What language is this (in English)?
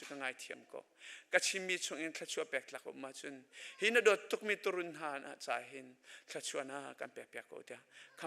Hakha Chin